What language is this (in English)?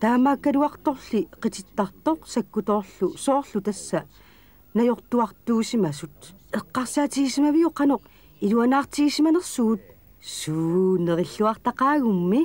Kalaallisut